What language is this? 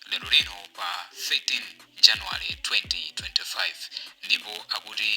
Nyanja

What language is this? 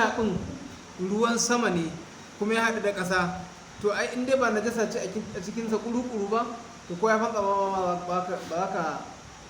Hausa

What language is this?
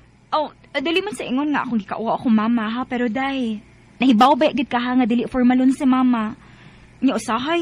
Cebuano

